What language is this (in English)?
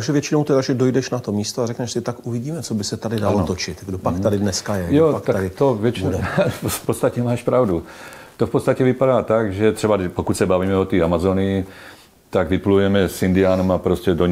Czech